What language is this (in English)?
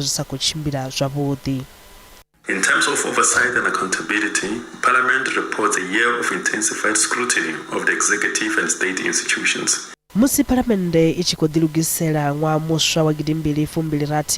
Venda